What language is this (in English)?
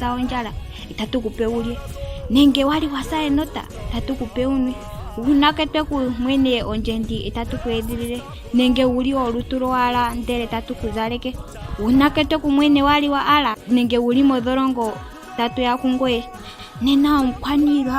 Ndonga